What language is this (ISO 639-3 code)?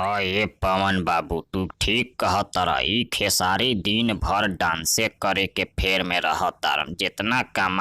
bho